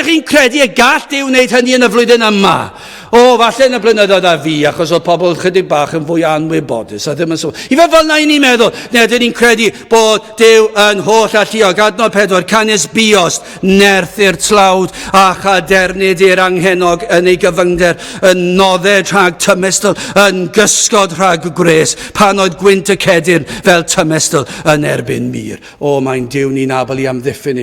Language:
Welsh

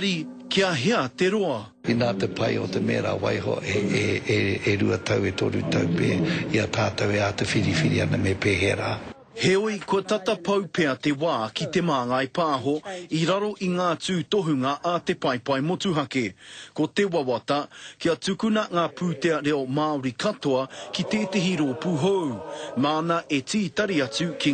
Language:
Māori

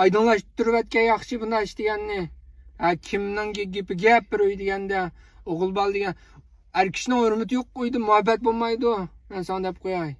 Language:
Uyghur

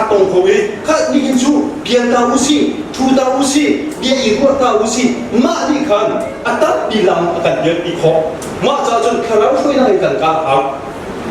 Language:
Hakha Chin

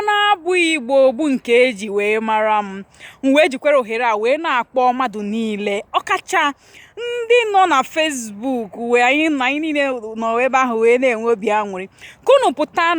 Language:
Igbo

